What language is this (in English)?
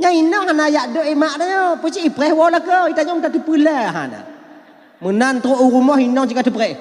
Achinese